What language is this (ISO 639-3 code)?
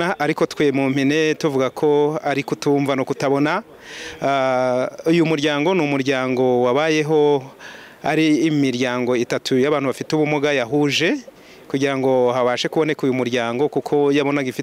kin